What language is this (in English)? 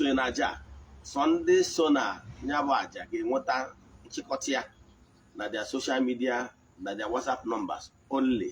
Igbo